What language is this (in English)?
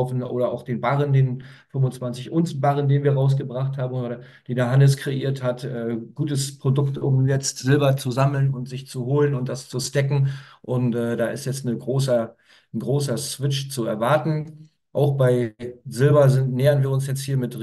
German